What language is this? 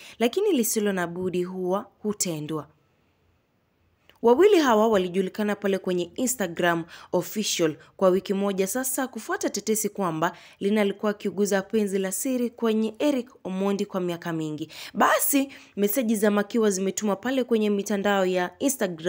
Swahili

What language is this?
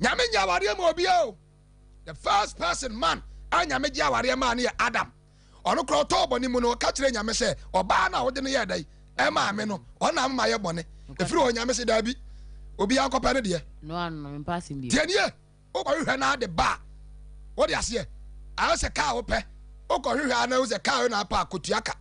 Akan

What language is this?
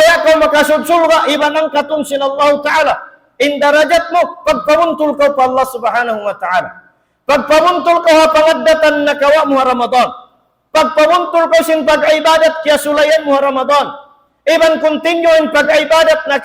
Tausug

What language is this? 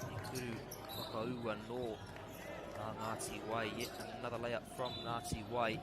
Māori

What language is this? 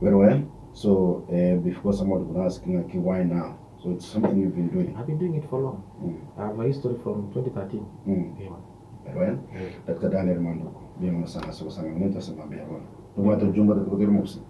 Gusii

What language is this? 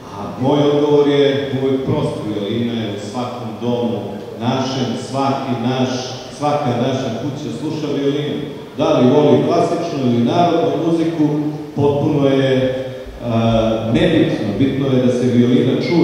Serbian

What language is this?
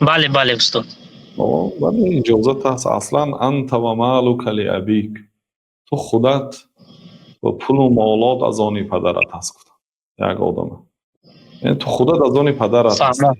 Tajik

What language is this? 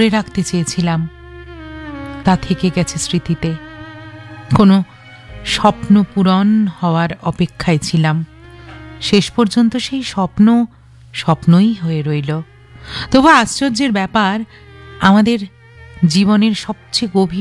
Bangla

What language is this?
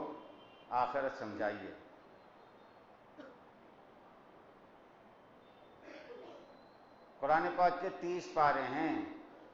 Urdu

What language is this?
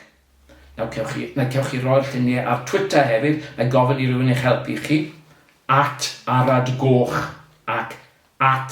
Welsh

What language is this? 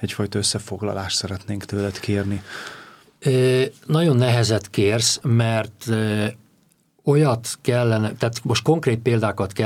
Hungarian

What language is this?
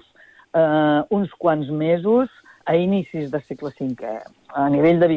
Catalan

